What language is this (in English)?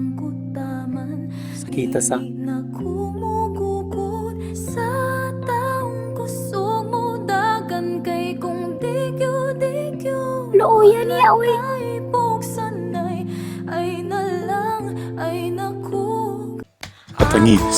Cebuano